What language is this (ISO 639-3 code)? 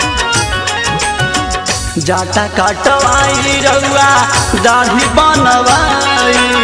bho